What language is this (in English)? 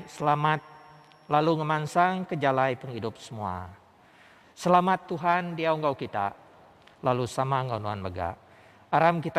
Iban